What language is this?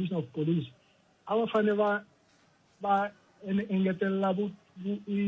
Tsonga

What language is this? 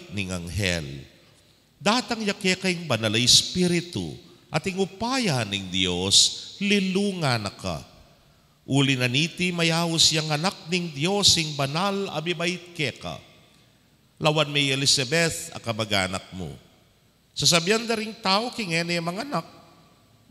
Pampanga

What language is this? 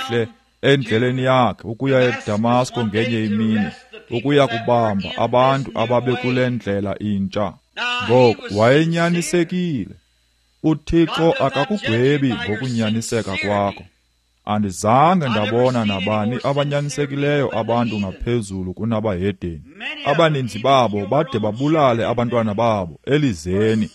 Xhosa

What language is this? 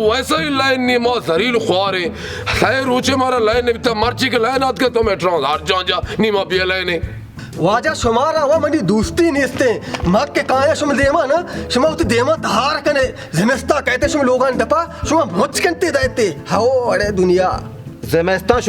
Baluchi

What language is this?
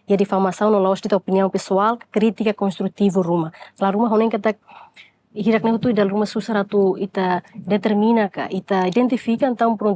Tetum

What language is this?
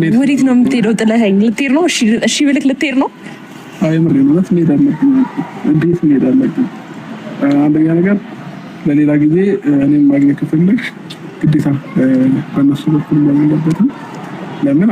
Amharic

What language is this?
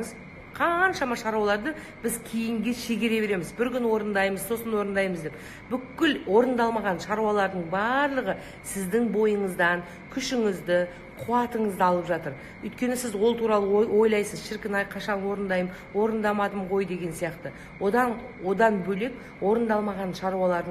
Kazakh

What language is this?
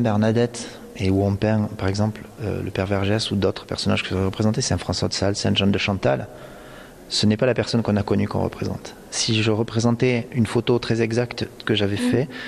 French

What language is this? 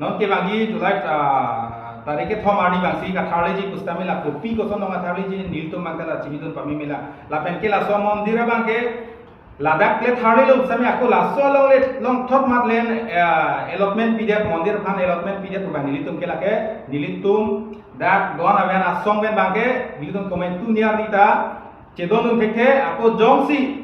Karbi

